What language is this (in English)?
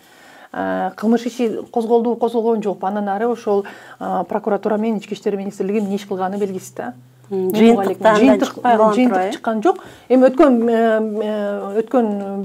Kyrgyz